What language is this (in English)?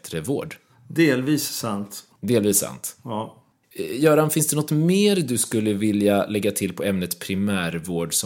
Swedish